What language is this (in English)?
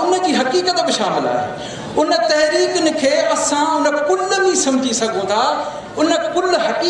Sindhi